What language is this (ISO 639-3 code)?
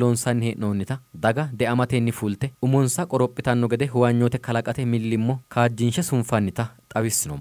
sid